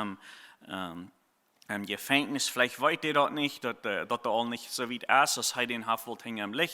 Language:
Plautdietsch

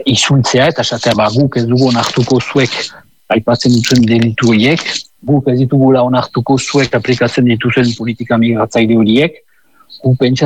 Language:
Basque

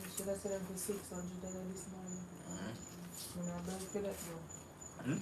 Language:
Jamaican Creole English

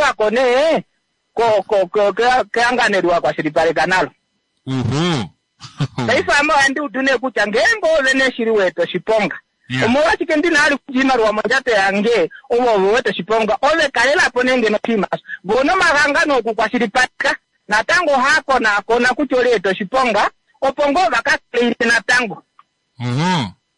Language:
Kuanyama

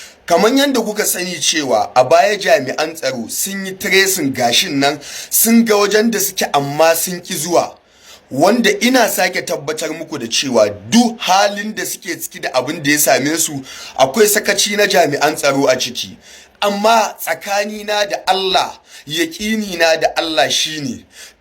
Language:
Hausa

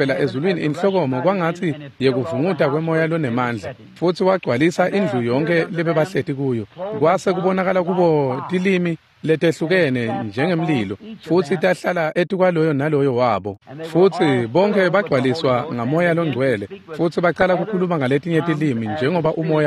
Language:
Swati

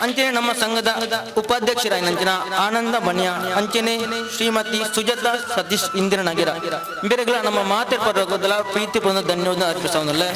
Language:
Tulu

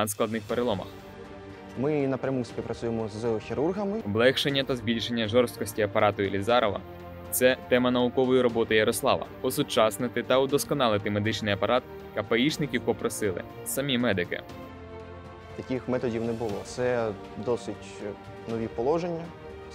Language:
Ukrainian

